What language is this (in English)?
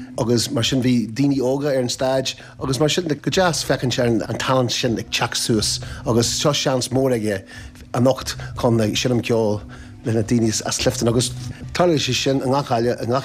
Irish